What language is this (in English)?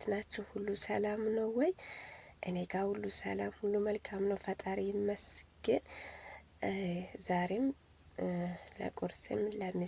Amharic